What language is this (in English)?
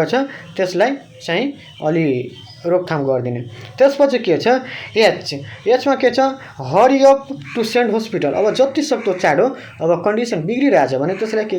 Nepali